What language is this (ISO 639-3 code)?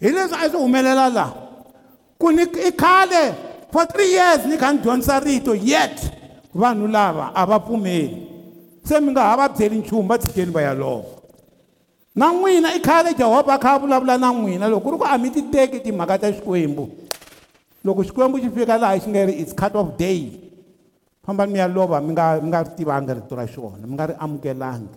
tso